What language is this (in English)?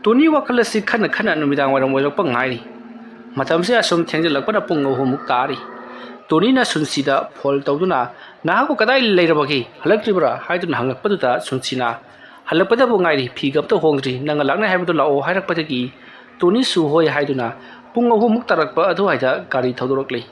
Manipuri